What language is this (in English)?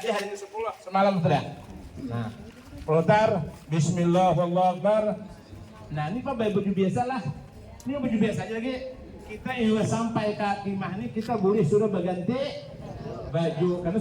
Banjar